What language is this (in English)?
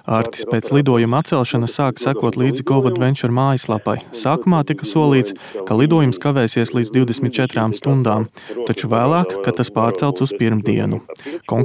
Latvian